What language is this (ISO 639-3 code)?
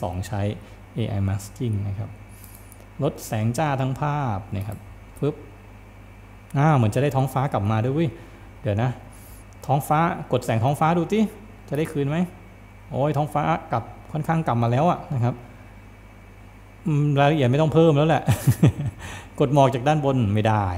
tha